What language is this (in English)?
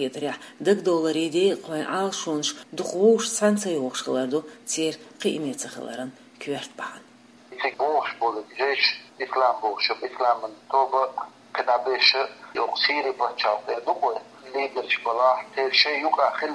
Chechen